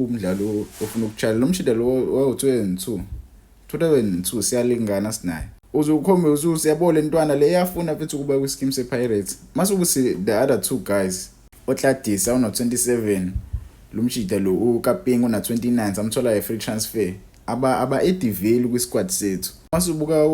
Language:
Zulu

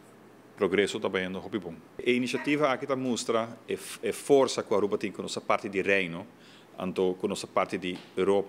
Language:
Papiamento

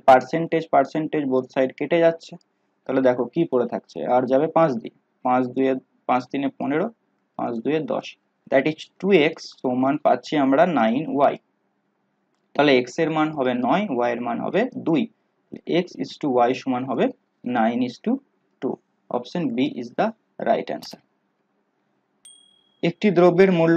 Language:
Bangla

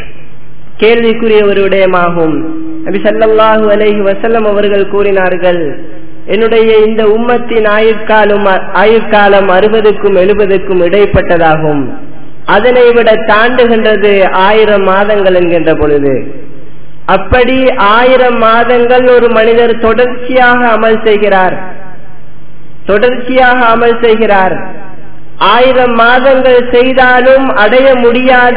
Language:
Tamil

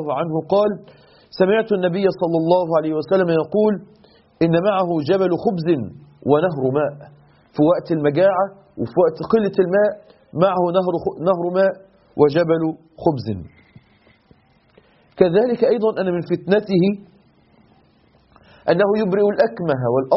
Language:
Arabic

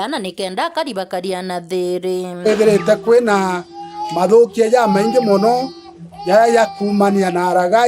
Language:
Meru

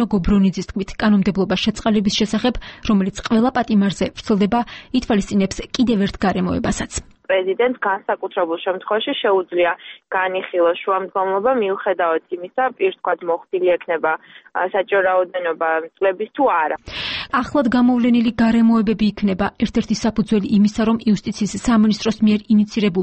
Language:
Georgian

